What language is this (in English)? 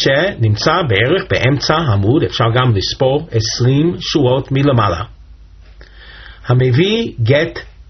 Hebrew